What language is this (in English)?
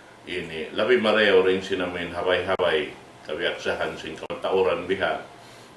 Tausug